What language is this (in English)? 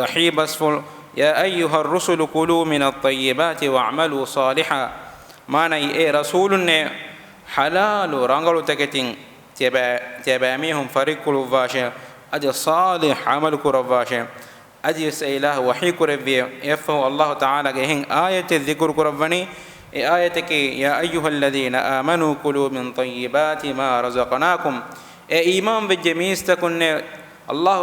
Divehi